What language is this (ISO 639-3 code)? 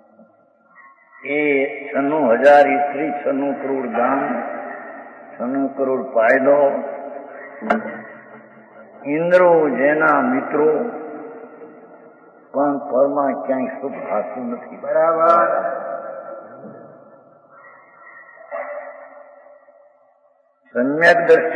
guj